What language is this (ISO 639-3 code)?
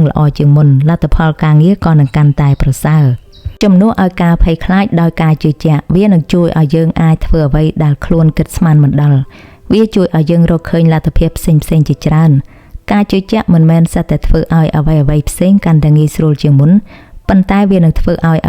khm